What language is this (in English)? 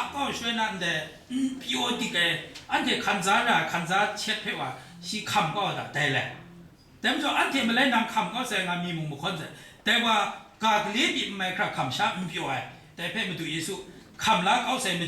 Kachin